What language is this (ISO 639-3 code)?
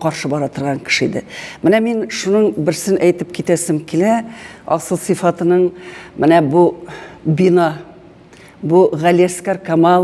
tat